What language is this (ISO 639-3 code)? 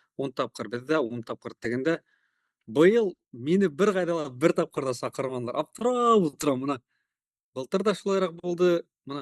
bak